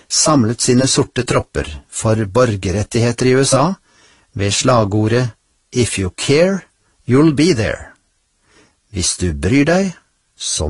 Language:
Norwegian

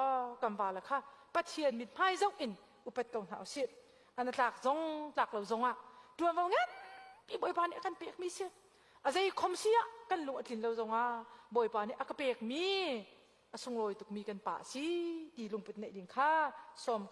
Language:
Hakha Chin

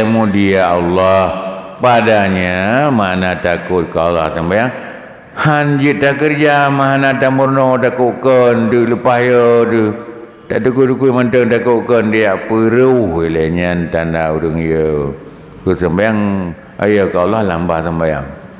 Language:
Achinese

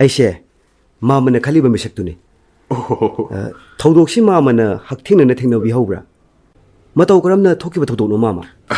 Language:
Manipuri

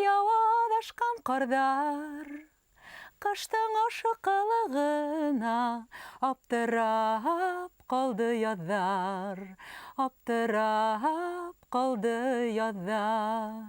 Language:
Bashkir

